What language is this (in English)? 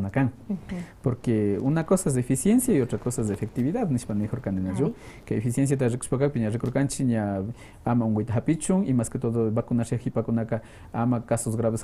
Quechua